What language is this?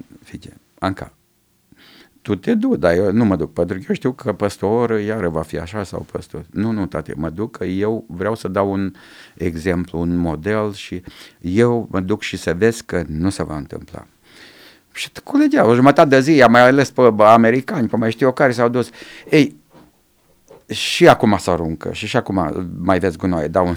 Romanian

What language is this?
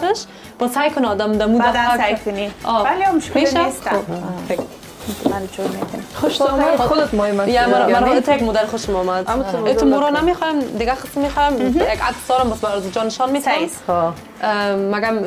Persian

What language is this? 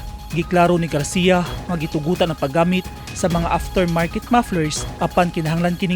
Cebuano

